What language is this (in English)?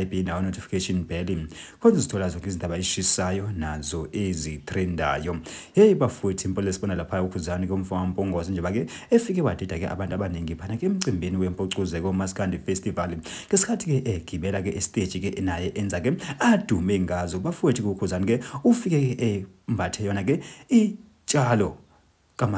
Zulu